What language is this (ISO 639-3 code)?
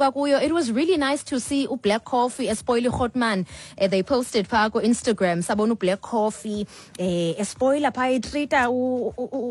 xho